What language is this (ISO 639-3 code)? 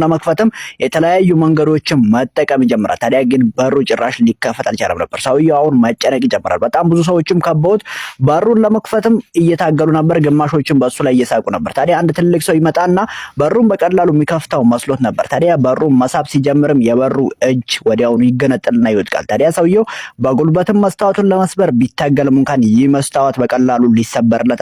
amh